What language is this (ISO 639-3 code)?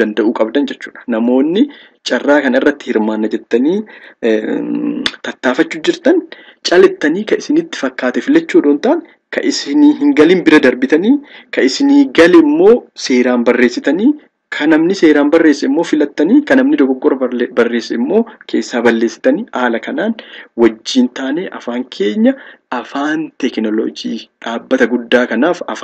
orm